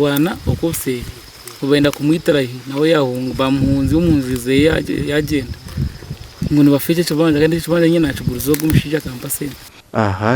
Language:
Nyankole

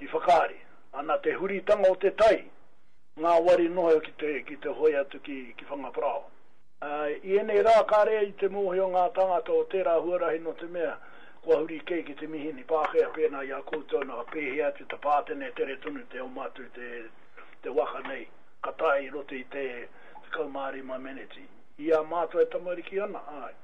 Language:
Māori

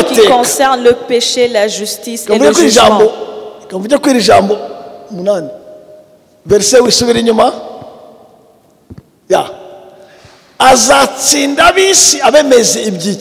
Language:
Kinyarwanda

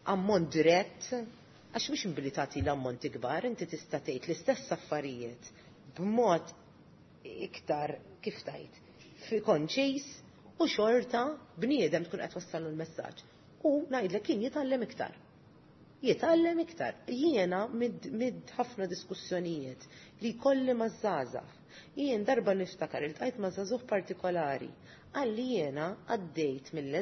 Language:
Maltese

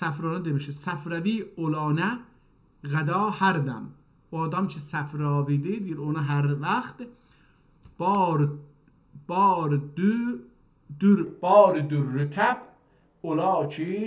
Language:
South Azerbaijani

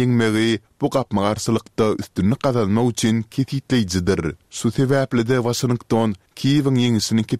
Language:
Turkmen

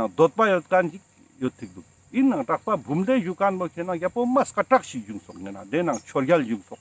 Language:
Ladakhi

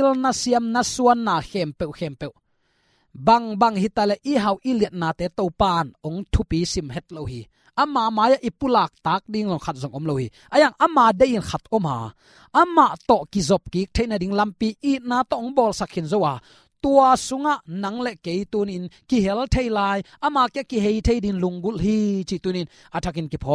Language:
Tedim Chin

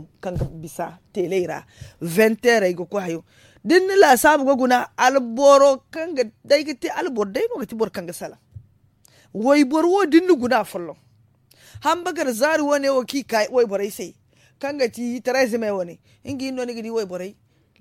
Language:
Zarma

